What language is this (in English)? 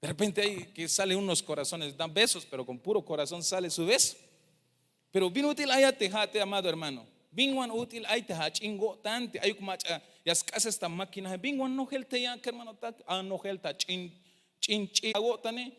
Tzeltal